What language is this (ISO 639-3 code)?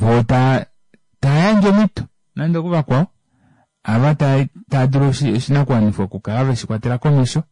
kua